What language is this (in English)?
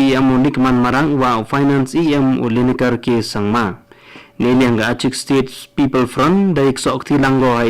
Khasi